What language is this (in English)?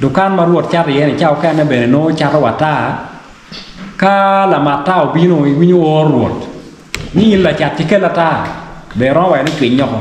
Acoli